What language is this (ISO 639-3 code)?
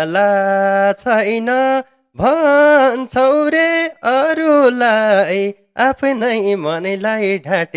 nep